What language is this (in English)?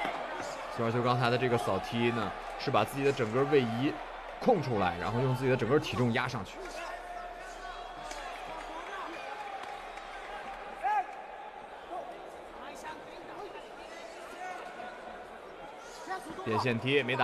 Chinese